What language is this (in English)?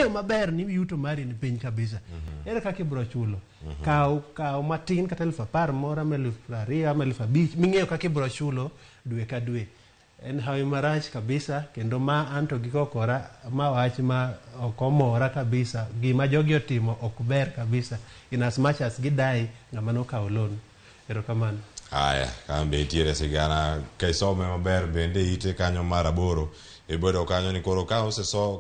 Luo (Kenya and Tanzania)